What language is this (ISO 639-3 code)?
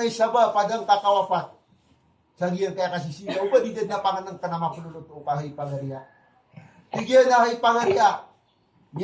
mrw